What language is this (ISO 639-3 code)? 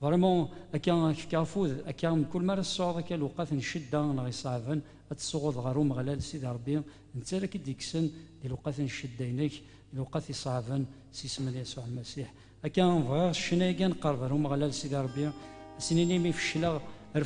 kab